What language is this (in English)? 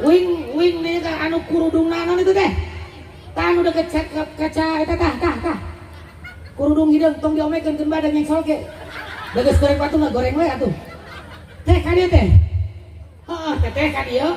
Sundanese